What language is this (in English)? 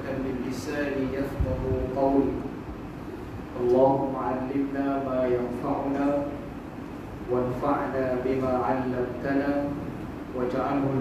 Malay